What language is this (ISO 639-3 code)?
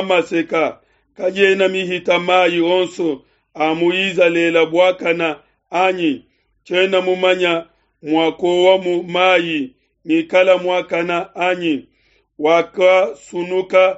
lua